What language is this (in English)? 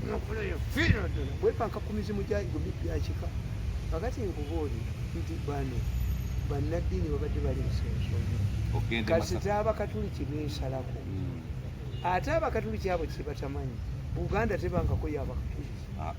Ganda